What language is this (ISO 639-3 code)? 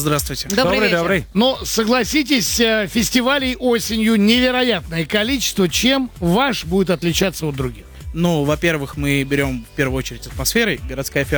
rus